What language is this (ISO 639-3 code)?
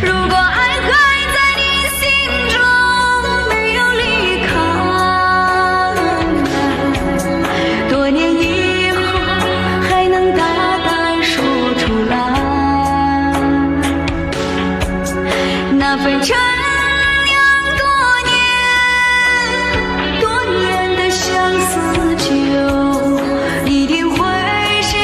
zho